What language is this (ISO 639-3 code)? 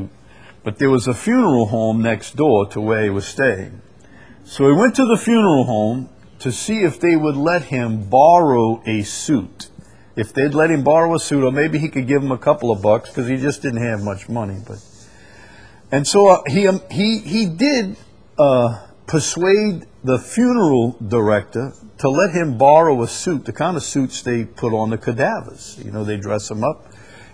eng